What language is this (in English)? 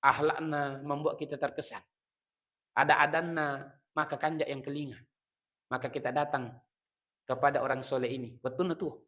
Buginese